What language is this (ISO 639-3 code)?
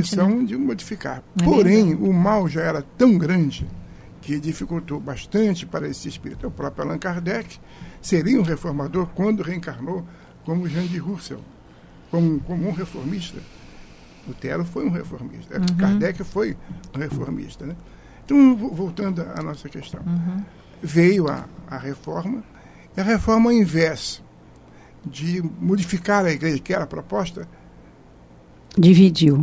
por